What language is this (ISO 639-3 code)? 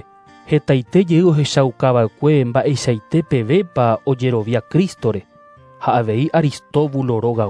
grn